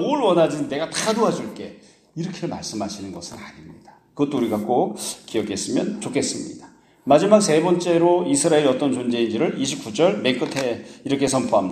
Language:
Korean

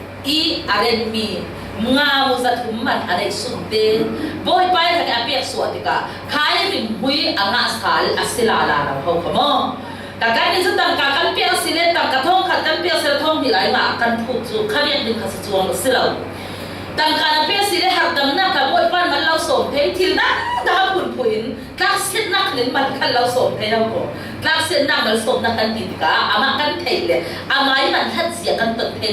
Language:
Falam Chin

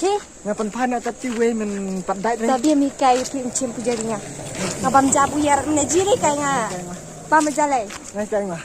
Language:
Khasi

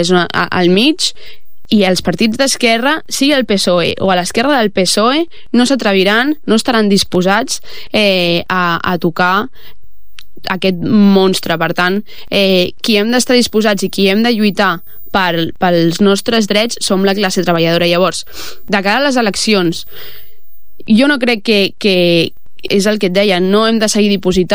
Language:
Catalan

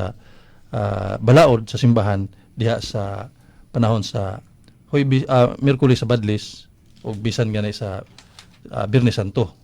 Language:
Cebuano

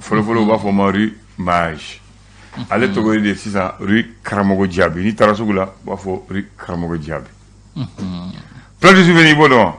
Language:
Bambara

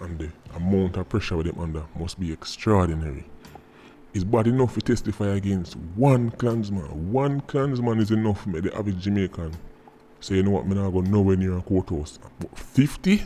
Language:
Jamaican Creole English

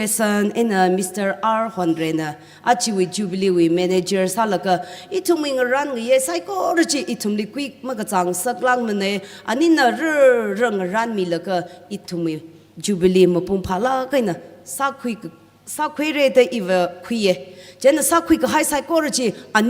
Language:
Tangkhul Naga (India)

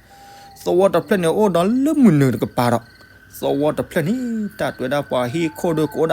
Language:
S'gaw Karen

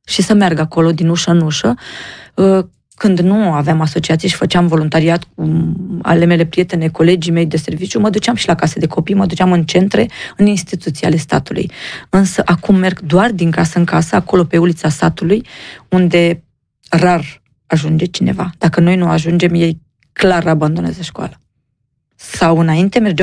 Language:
Romanian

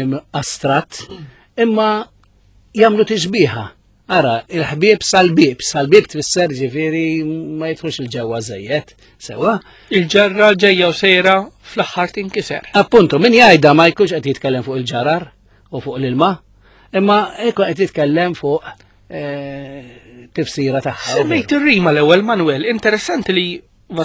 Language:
Maltese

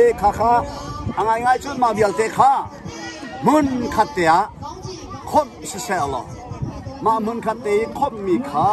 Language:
Hakha Chin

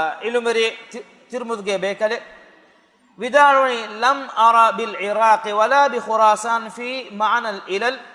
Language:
Divehi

